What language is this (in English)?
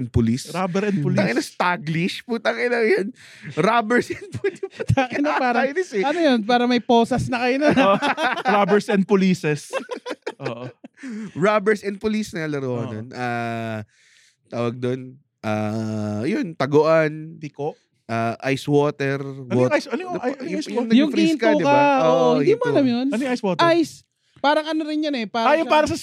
Filipino